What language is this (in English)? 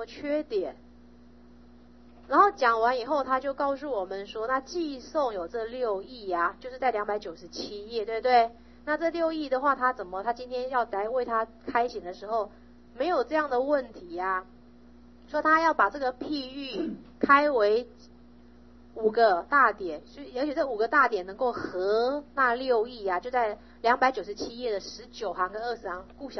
Chinese